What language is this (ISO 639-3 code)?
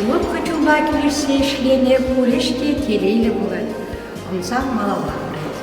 chv